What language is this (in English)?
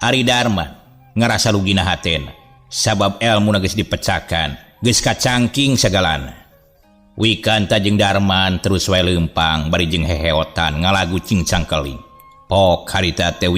Sundanese